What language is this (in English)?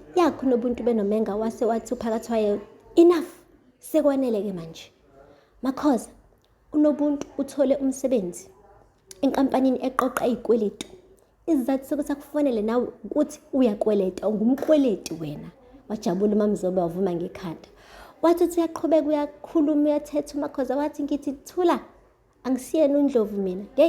Zulu